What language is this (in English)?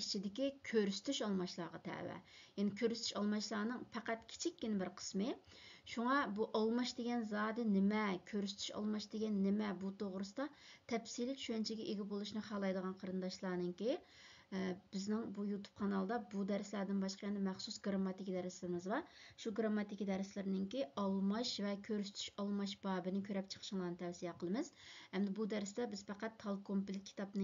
Uyghur